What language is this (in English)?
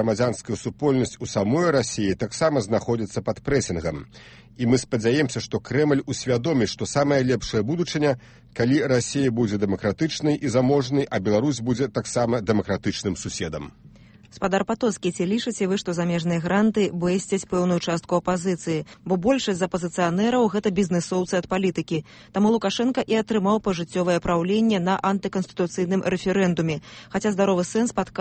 Belarusian